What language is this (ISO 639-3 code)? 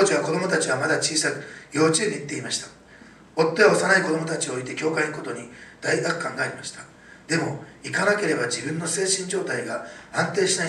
jpn